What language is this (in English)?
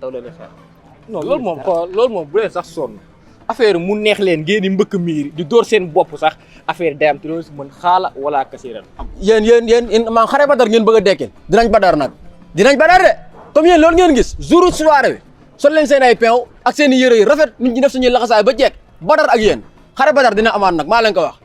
Wolof